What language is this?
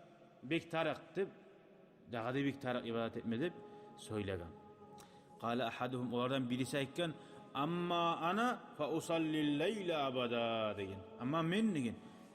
Kumyk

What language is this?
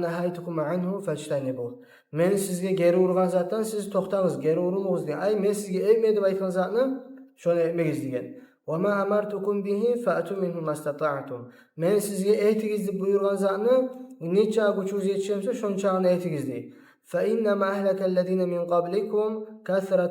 Kumyk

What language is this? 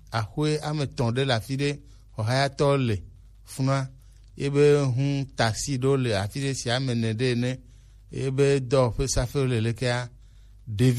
Gen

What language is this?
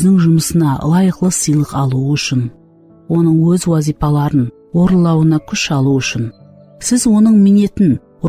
Kara-Kalpak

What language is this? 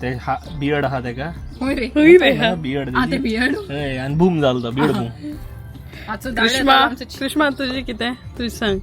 Konkani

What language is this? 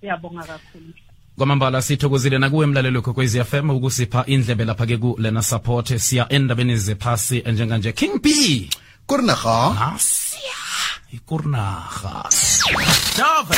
South Ndebele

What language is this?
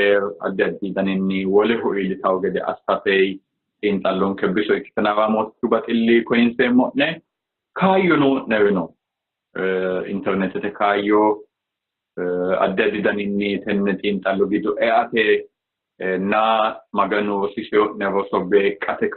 Sidamo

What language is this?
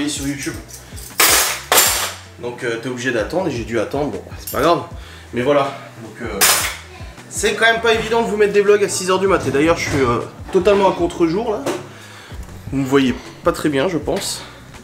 French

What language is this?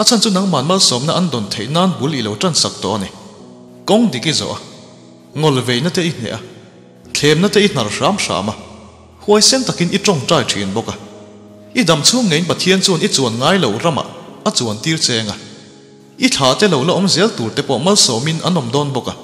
Mizo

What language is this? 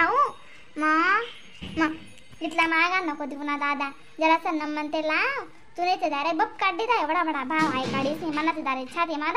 Khandesi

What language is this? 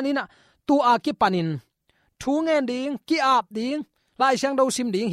Tedim Chin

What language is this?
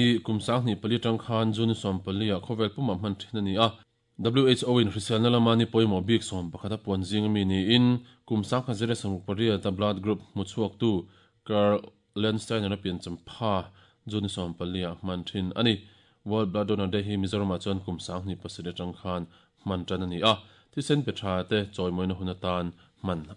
Mizo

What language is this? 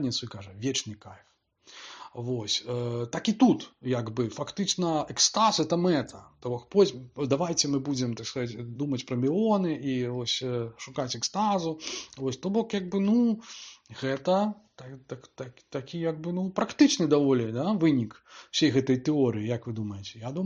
Belarusian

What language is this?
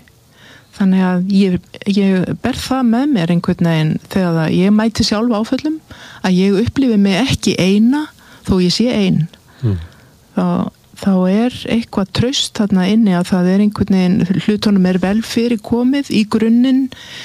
Icelandic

